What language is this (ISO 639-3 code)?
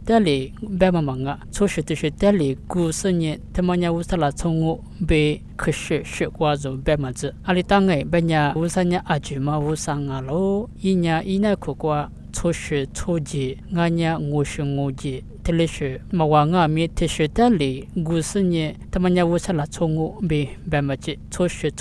lis